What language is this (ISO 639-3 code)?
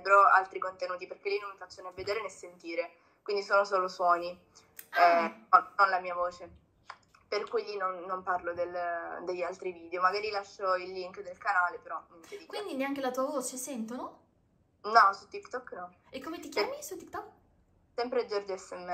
ita